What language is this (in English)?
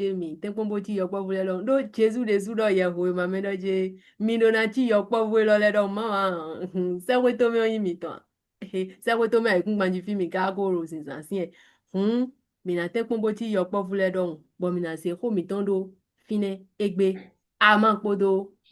Fon